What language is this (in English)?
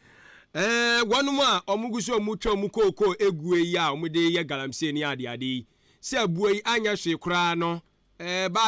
Akan